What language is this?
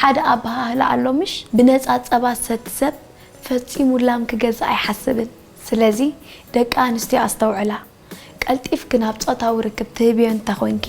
Tigrinya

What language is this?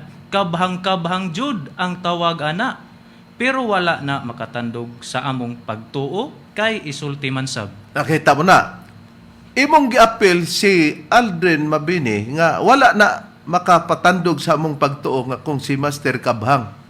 Cebuano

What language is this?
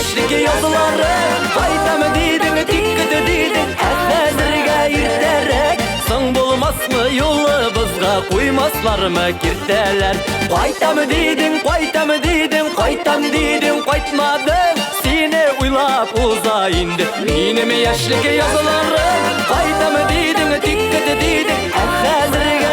Tatar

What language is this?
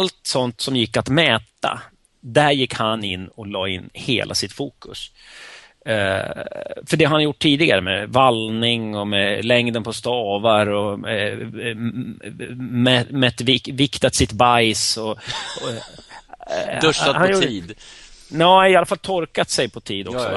Swedish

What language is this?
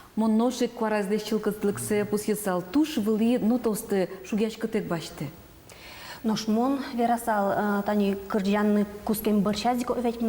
Udmurt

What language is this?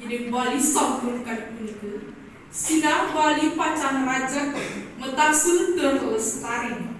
Balinese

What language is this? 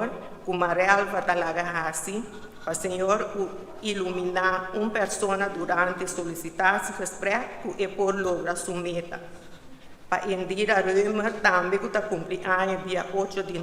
Papiamento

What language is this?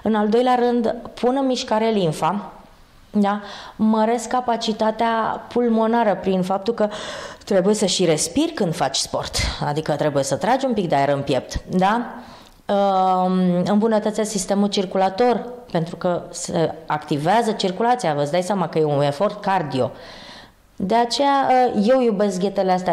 Romanian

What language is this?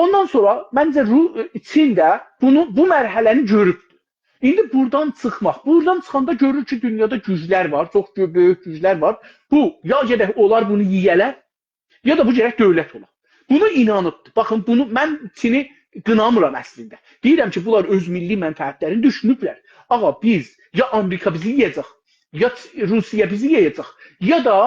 South Azerbaijani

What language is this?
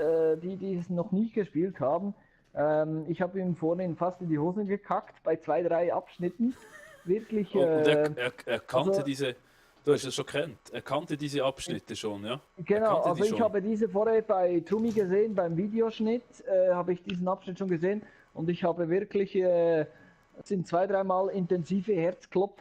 Swiss German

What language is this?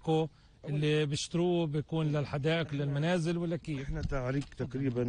North Levantine Arabic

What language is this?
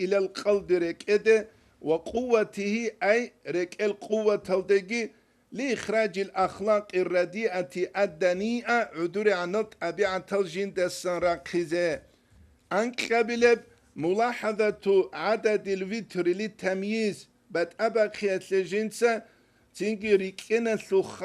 Avaric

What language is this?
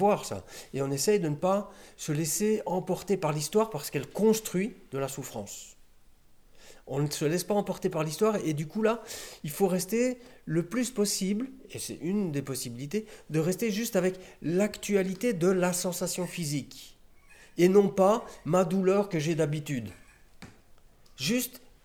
French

